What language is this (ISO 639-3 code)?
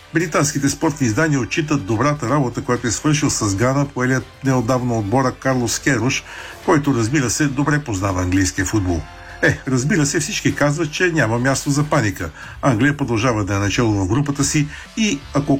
bul